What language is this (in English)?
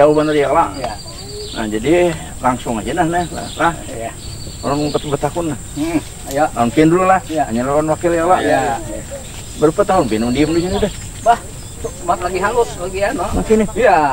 Banjar